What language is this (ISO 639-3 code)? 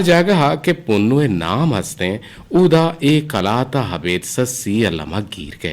bgp